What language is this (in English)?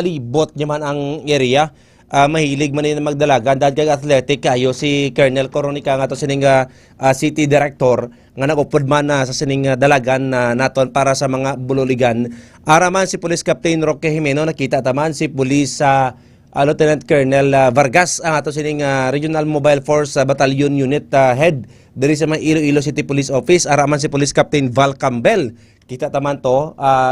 Hiligaynon